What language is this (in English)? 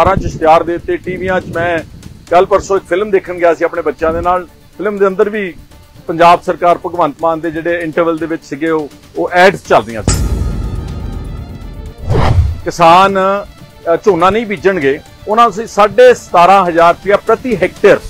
Punjabi